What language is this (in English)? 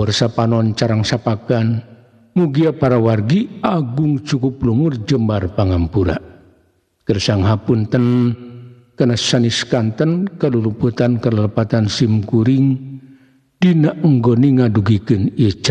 Sundanese